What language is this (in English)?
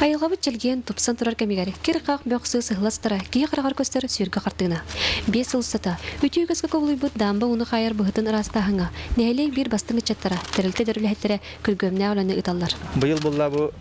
Yakut